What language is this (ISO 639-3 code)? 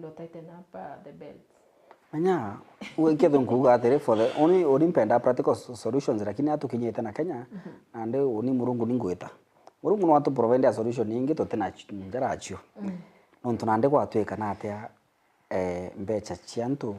mer